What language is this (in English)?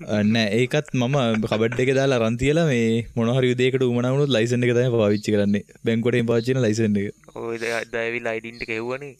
Sinhala